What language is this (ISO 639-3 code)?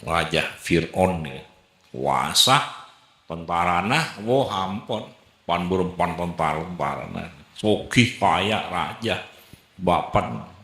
mad